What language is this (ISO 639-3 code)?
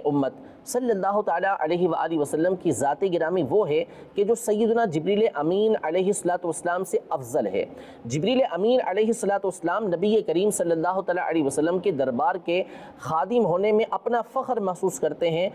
urd